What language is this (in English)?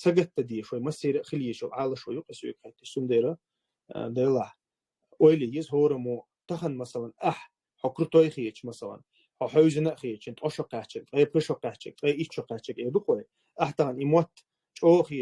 Chechen